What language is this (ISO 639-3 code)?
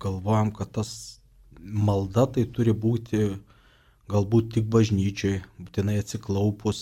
lit